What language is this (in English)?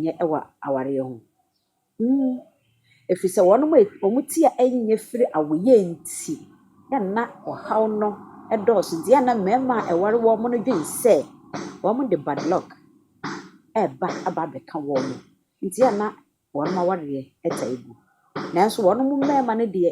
Akan